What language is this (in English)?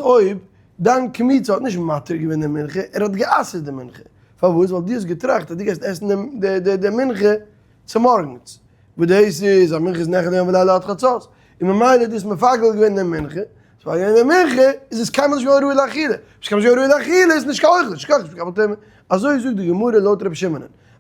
Yiddish